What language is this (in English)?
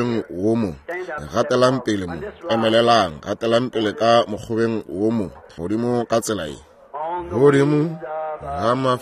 Northern Sotho